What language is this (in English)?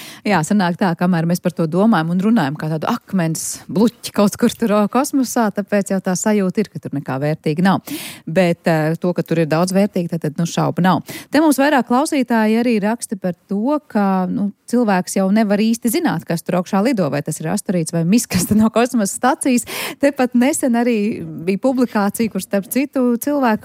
Latvian